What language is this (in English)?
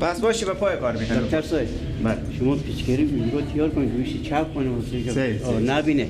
Persian